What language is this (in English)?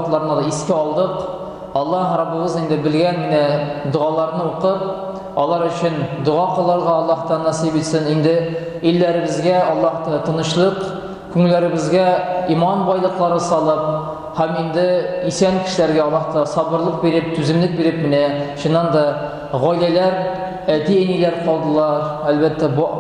Tatar